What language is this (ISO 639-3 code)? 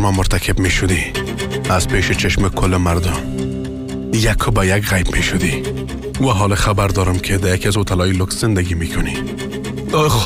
fas